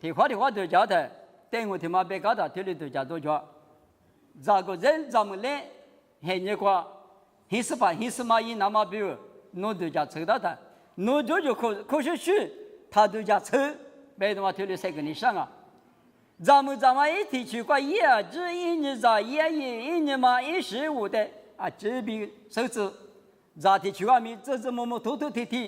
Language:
Lisu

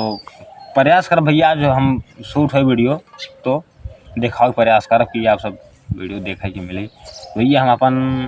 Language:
Awadhi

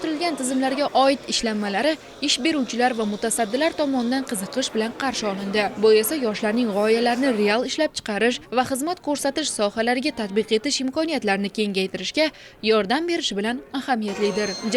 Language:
Uzbek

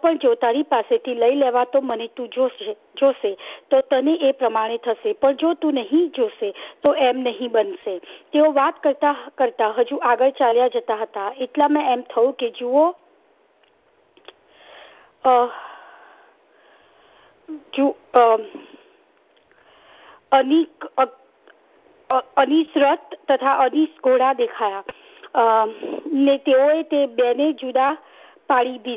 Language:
Gujarati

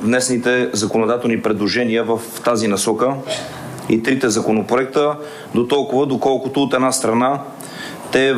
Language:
Bulgarian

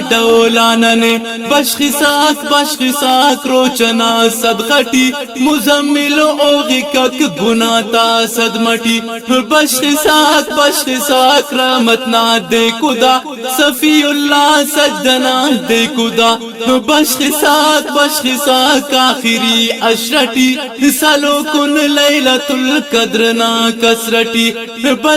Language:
Brahui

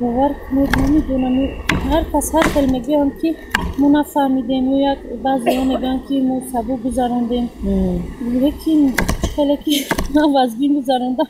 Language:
Tajik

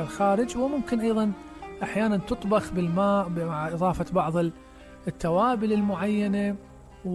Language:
Mesopotamian Arabic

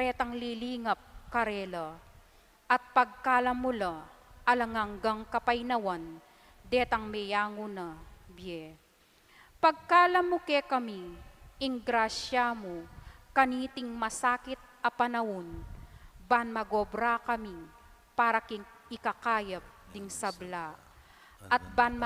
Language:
Pampanga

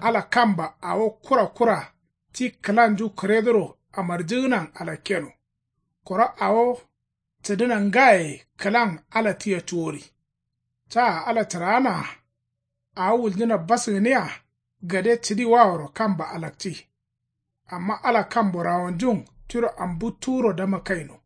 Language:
Kanuri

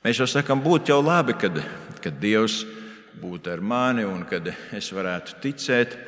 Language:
Latvian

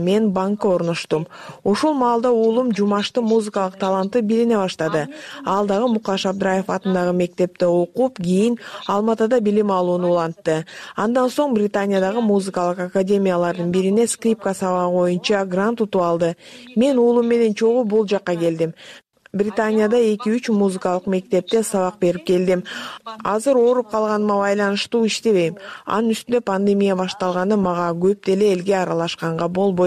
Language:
Kyrgyz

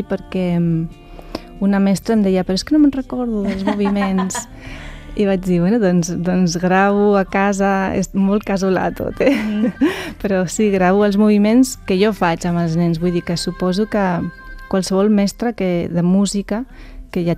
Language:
Catalan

